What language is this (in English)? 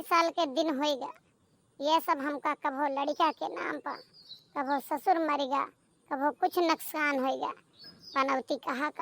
Awadhi